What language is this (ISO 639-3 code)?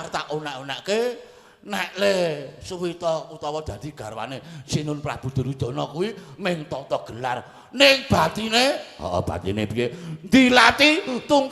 jav